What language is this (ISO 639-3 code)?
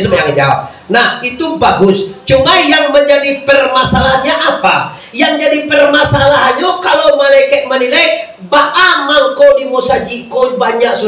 min